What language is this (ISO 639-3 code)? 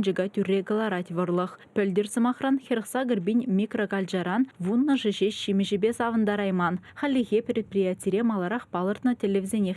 chv